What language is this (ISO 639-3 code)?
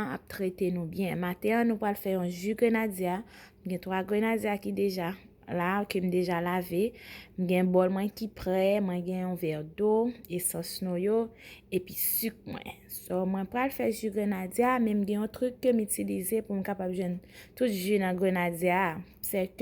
hat